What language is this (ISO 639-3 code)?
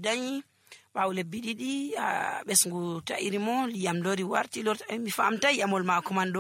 fuv